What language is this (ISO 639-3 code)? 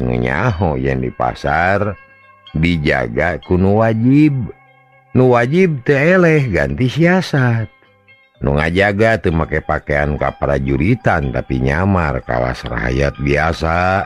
sun